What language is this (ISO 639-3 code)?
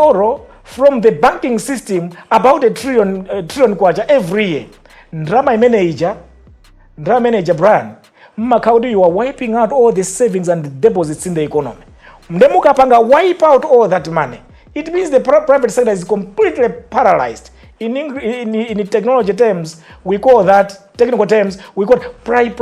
nya